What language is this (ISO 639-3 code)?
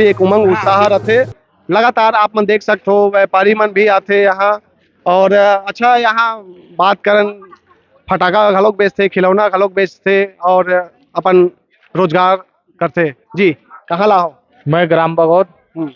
hne